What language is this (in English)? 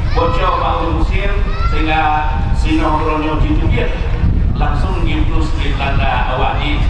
Achinese